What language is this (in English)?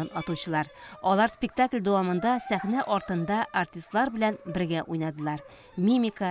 Tatar